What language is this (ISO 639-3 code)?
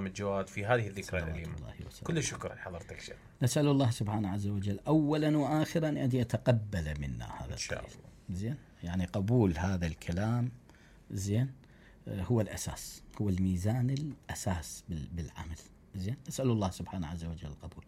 acm